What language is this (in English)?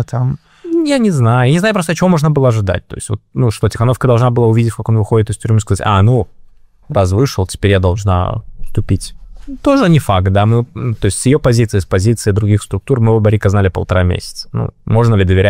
Russian